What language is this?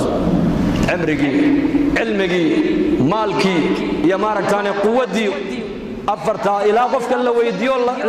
Somali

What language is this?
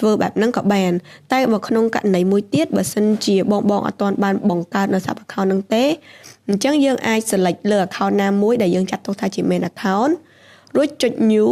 Khmer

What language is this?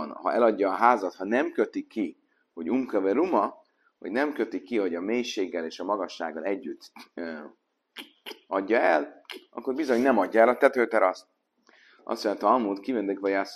Hungarian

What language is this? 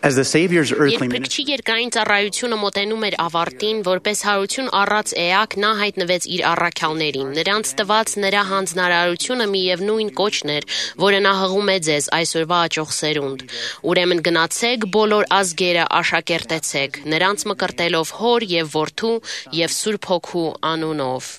Armenian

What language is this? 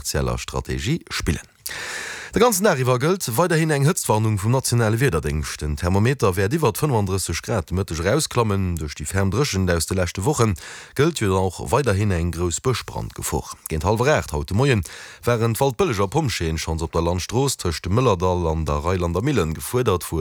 Luxembourgish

